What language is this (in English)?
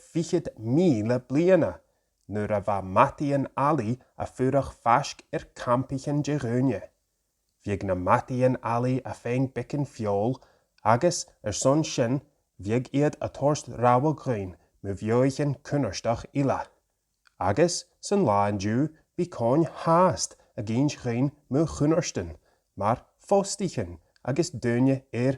Scottish Gaelic